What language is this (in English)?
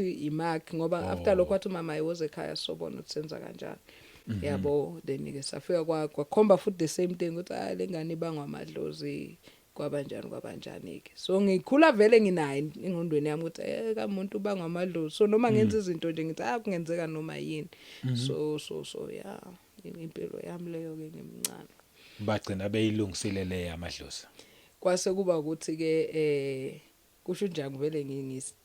Zulu